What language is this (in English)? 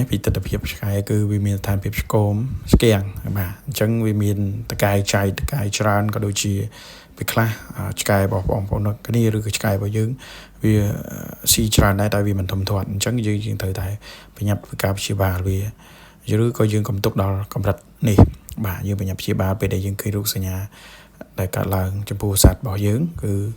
Khmer